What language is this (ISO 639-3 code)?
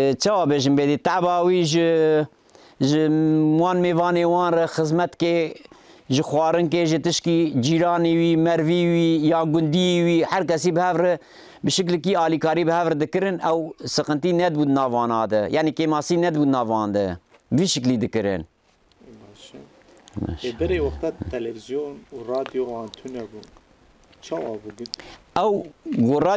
kur